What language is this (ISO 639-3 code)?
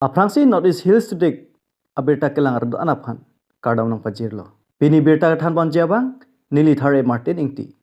mjw